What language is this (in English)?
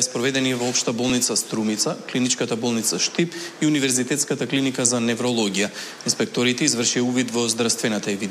Macedonian